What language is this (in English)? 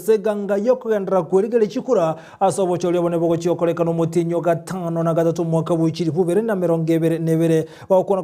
Gusii